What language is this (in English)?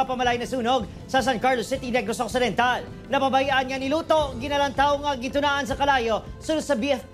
Hiligaynon